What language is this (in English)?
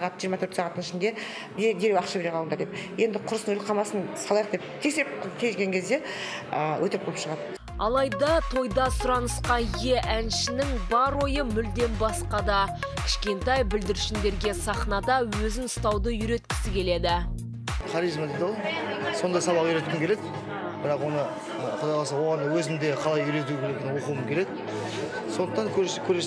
Kazakh